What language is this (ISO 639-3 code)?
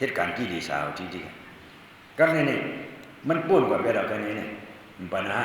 shn